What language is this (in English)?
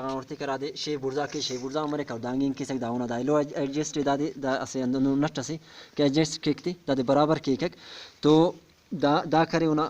Brahui